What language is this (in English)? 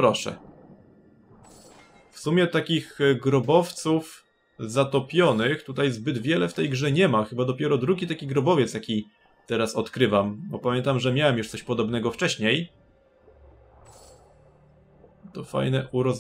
Polish